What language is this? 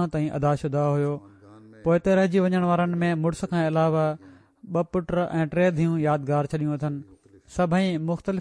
Sindhi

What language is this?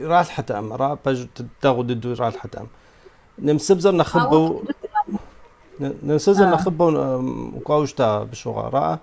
Kabardian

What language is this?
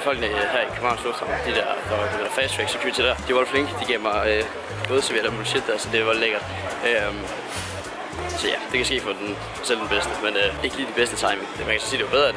Danish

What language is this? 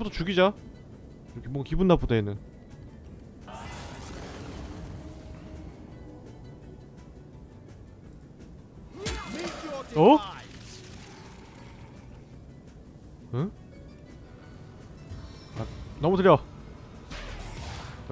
Korean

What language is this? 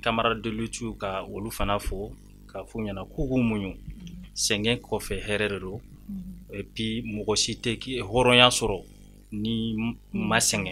Bambara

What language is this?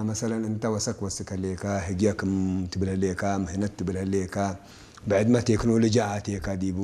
Tigre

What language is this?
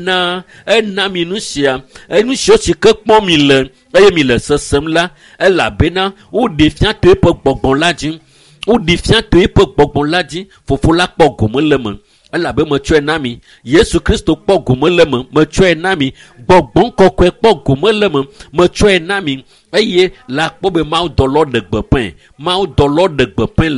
Ewe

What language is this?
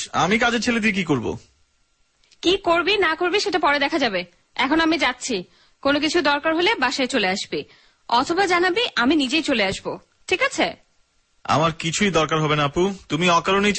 Bangla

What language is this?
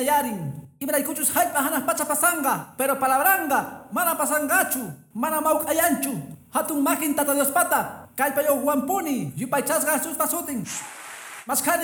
Quechua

